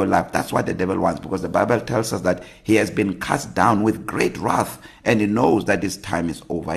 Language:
English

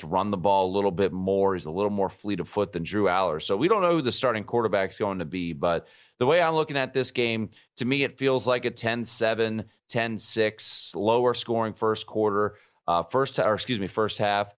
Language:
English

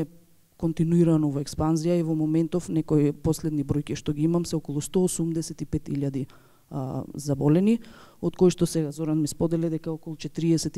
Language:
Macedonian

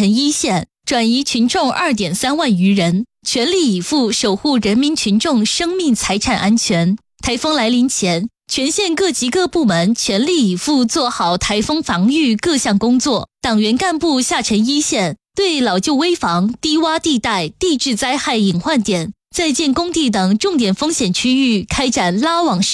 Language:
Chinese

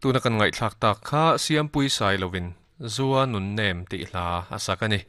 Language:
Mizo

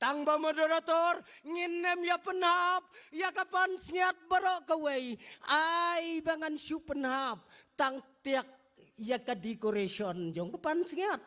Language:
Khasi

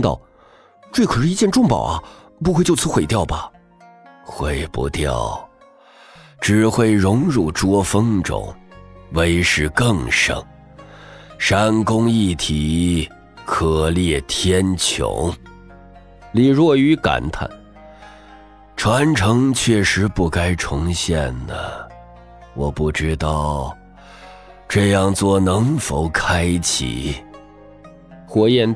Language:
Chinese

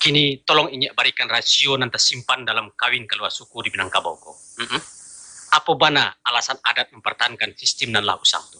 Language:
Minangkabau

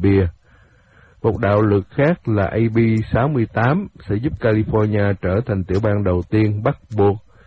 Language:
Vietnamese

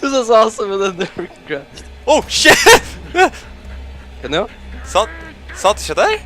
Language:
Faroese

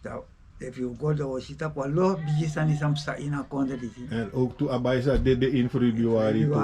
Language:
Sranan Tongo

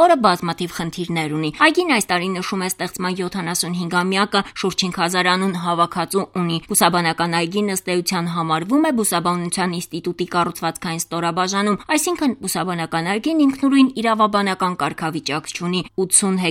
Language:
Armenian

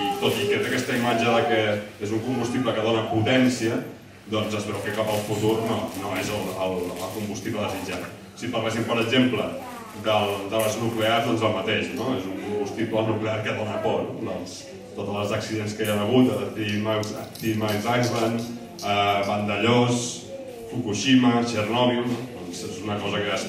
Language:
Catalan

